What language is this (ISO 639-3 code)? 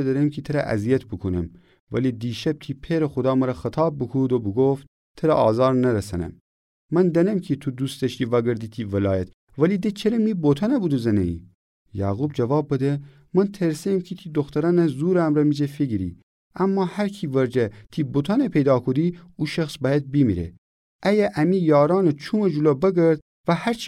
glk